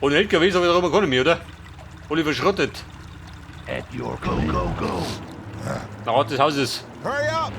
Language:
Bavarian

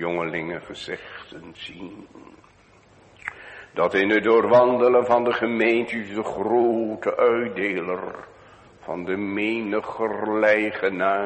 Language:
Dutch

